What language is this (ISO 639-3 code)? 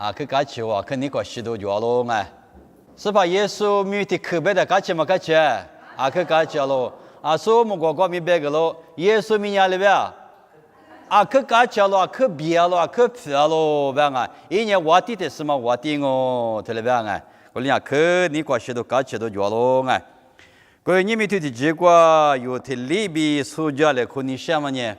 lis